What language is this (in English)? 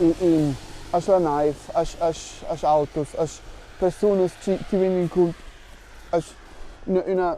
Romansh